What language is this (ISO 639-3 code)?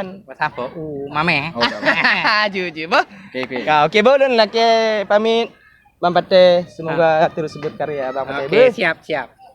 ace